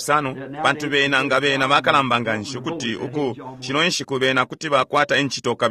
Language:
Bemba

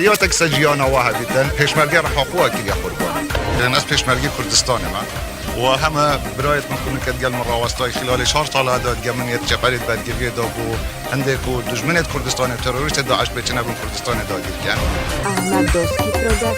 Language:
Kurdish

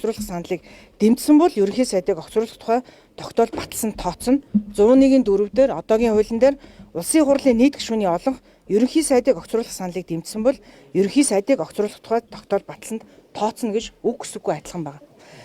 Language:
Mongolian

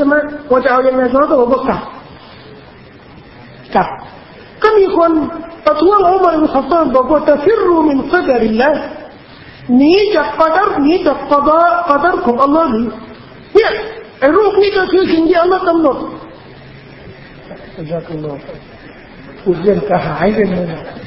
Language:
Thai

